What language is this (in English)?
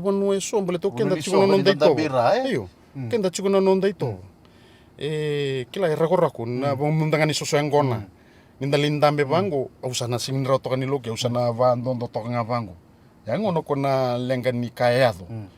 Fijian